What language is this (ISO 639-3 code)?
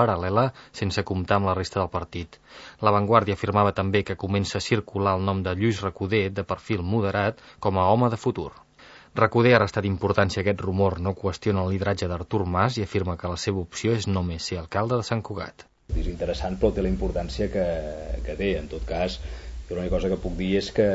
cat